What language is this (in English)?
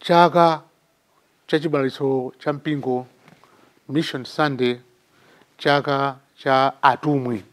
Nyanja